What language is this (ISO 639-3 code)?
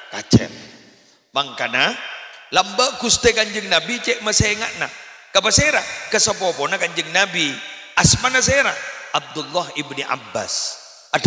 mad